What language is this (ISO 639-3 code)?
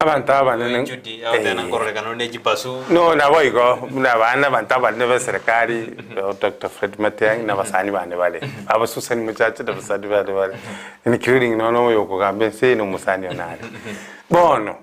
guz